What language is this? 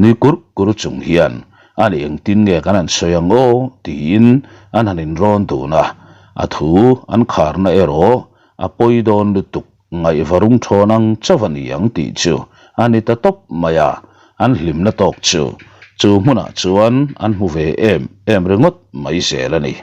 Mizo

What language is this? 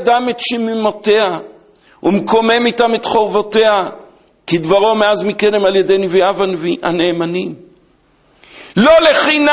Hebrew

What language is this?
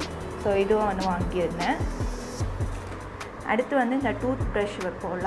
Tamil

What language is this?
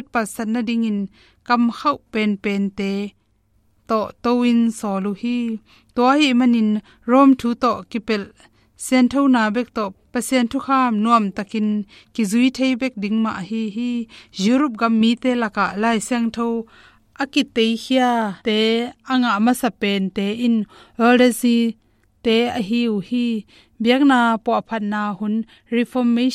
Tedim Chin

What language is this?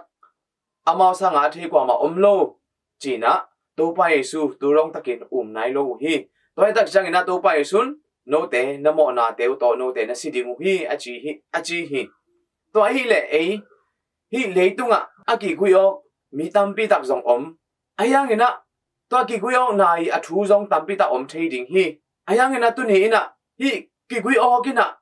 Tedim Chin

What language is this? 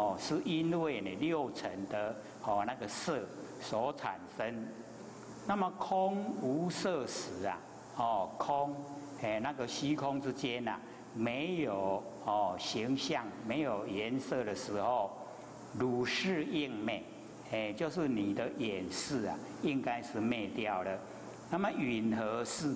Chinese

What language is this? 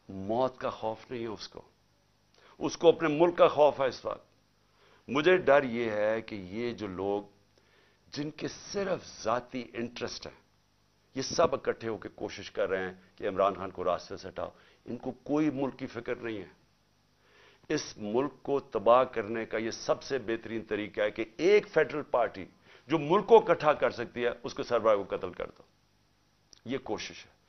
Urdu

